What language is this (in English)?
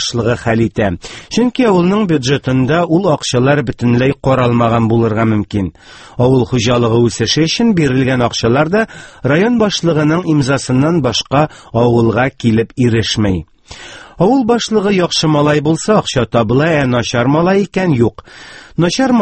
Tatar